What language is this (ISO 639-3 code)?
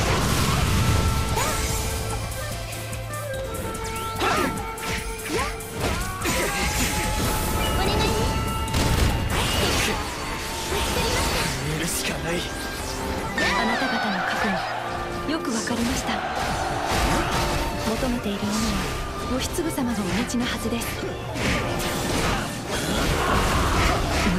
jpn